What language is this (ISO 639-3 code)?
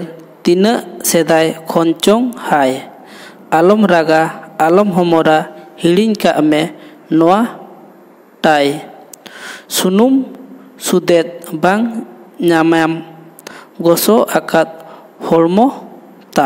sat